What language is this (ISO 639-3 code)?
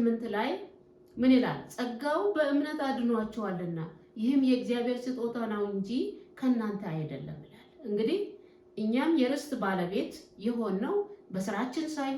amh